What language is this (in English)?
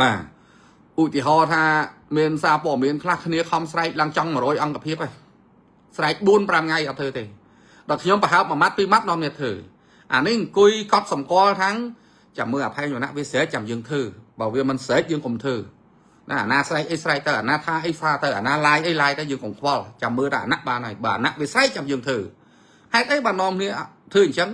Khmer